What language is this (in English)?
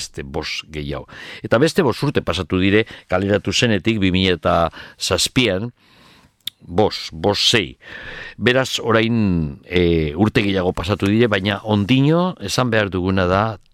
Basque